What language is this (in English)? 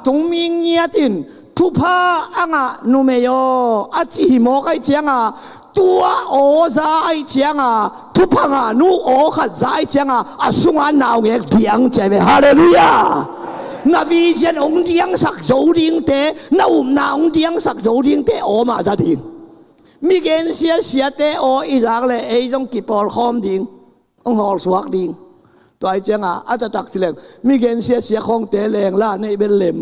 Tedim Chin